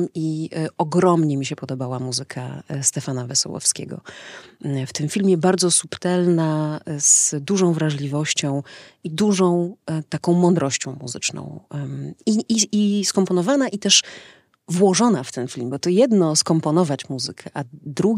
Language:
Polish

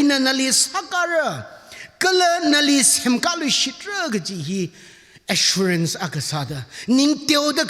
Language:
Tangkhul Naga (India)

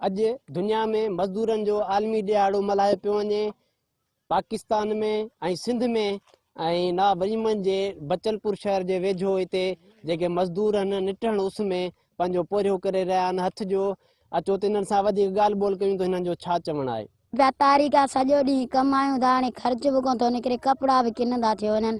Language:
Sindhi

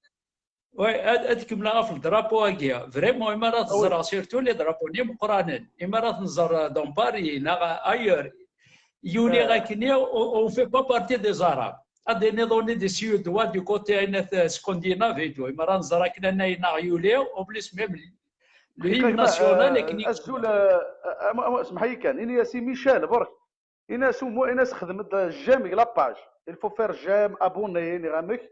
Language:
Kabyle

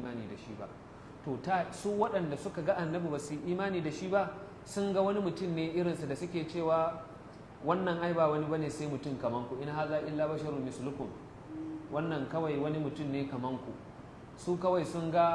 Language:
Hausa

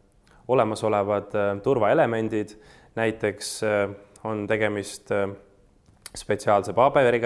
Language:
Estonian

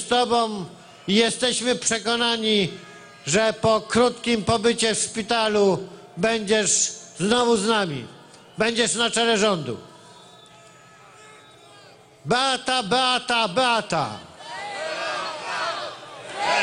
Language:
Polish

